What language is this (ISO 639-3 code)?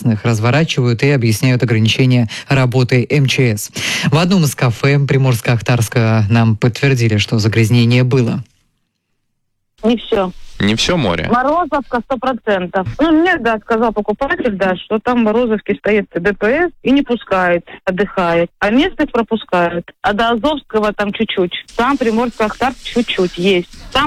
rus